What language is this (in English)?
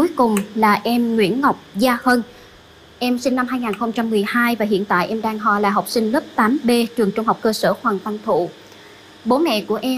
Vietnamese